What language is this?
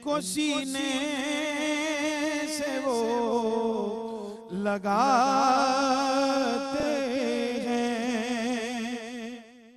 Urdu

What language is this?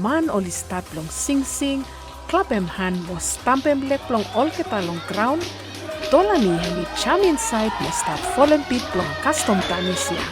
Bislama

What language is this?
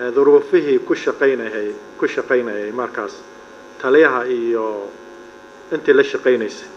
Somali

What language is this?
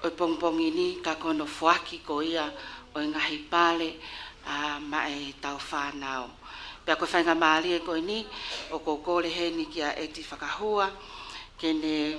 Tongan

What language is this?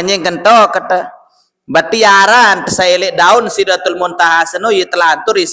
Sasak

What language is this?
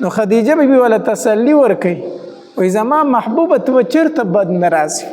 Pashto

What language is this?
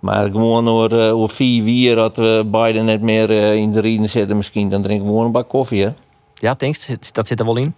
Western Frisian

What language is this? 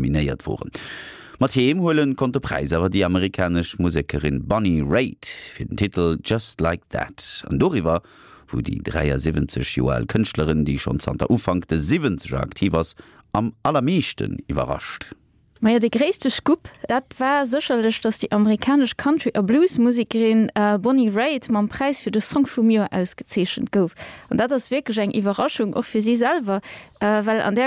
Luxembourgish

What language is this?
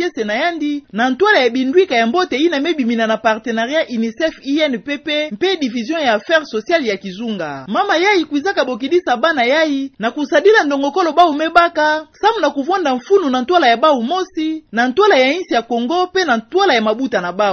Kituba (Democratic Republic of Congo)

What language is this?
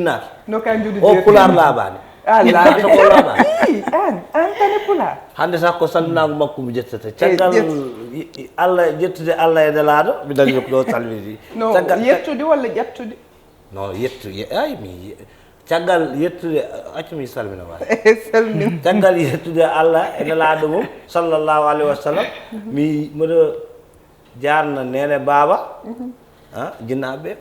Fula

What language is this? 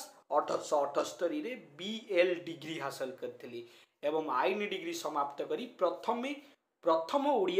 Odia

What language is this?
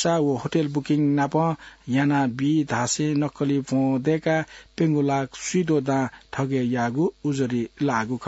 Newari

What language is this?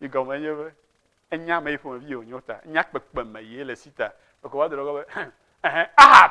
Ewe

